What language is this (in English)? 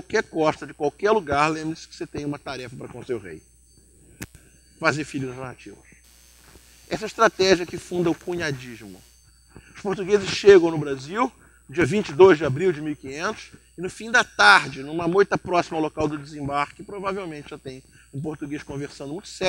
Portuguese